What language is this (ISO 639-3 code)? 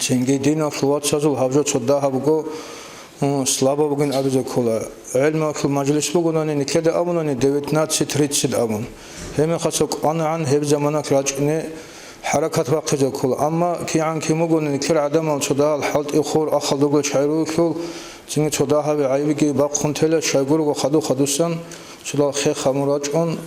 ava